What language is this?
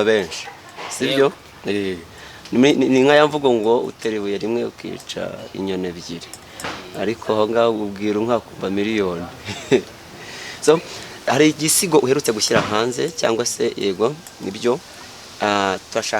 Kinyarwanda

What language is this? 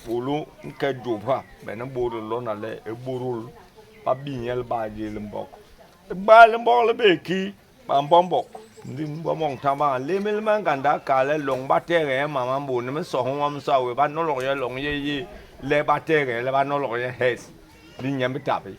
Basaa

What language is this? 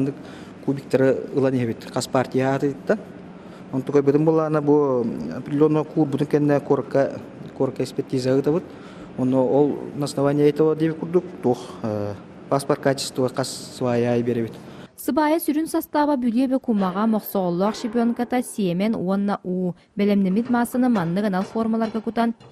Yakut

